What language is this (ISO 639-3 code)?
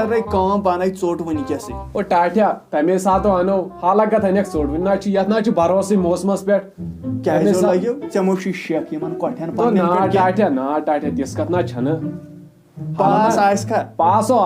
kas